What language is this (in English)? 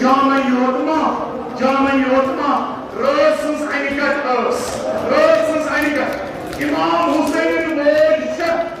Kashmiri